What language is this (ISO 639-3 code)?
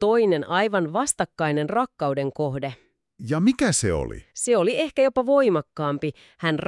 fin